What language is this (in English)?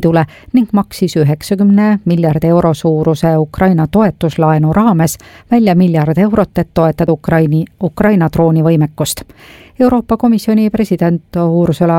Estonian